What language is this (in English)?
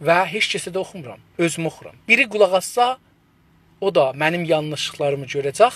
South Azerbaijani